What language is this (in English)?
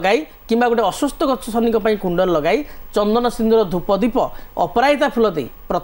Odia